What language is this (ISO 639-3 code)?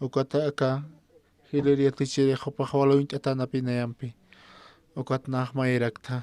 aym